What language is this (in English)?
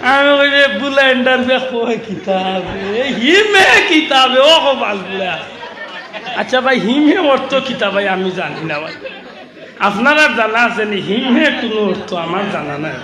Sylheti